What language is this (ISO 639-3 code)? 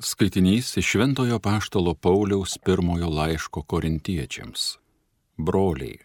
lit